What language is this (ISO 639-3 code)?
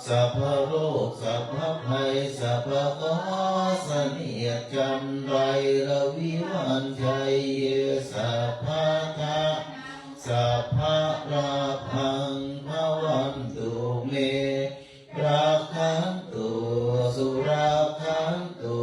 pli